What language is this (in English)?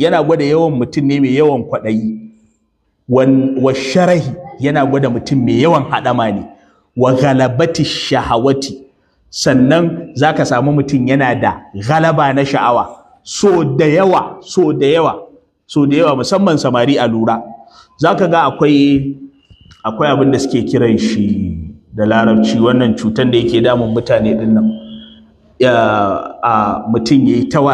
Hausa